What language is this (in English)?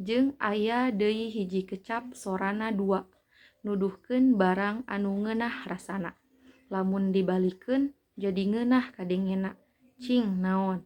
Sundanese